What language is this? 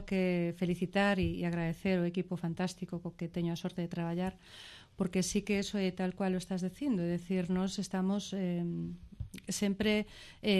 Galician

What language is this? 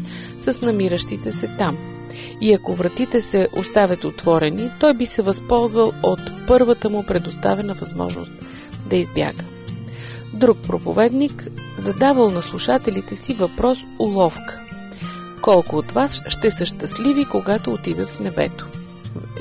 Bulgarian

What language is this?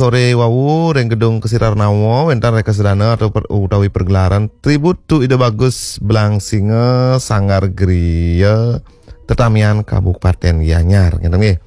Balinese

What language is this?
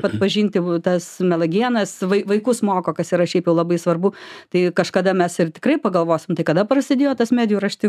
Lithuanian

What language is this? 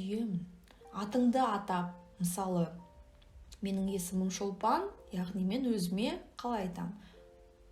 Kazakh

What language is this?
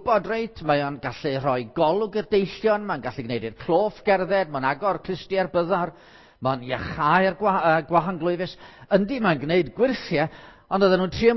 Welsh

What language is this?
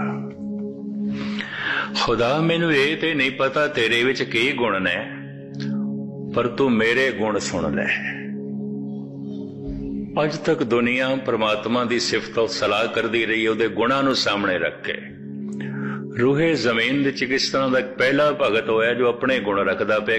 Punjabi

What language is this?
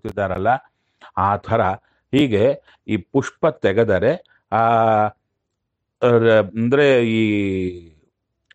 Kannada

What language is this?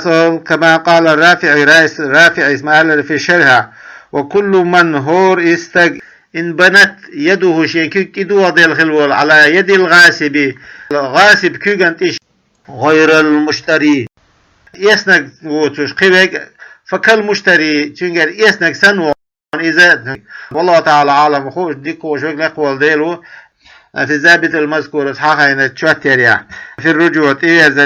Chechen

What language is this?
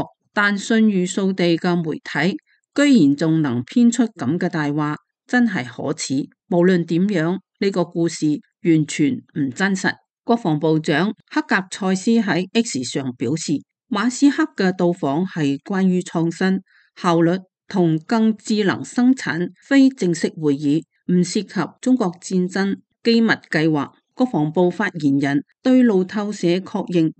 Cantonese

